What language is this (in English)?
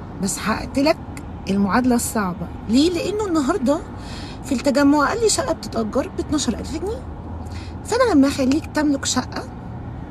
Egyptian Arabic